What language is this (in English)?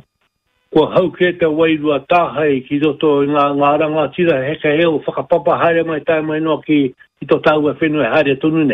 Māori